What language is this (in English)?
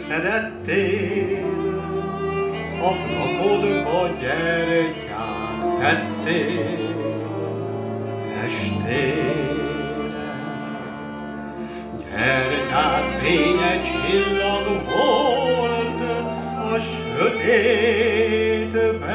Hungarian